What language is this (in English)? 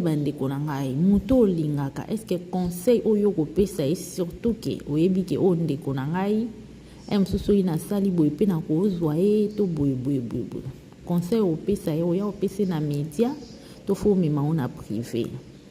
Lingala